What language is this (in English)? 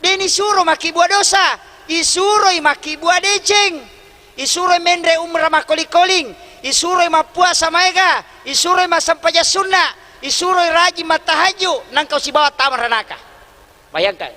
Buginese